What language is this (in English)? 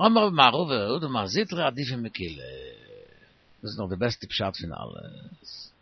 Yiddish